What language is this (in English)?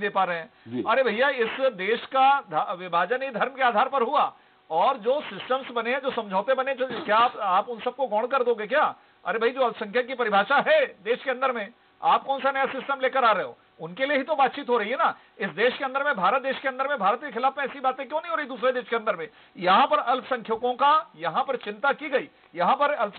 Hindi